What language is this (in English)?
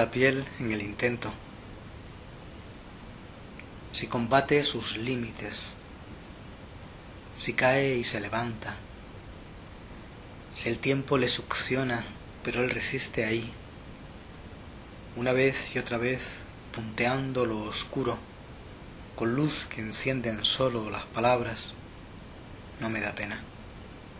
Spanish